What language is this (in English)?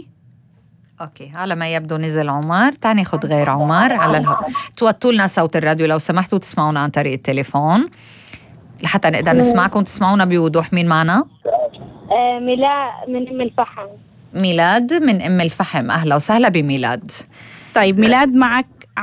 North Levantine Arabic